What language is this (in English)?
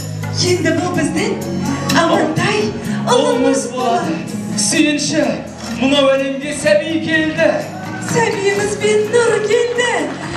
Kazakh